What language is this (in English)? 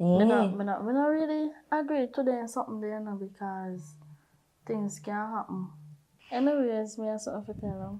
Jamaican Creole English